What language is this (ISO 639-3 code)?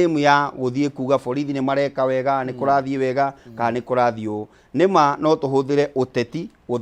kik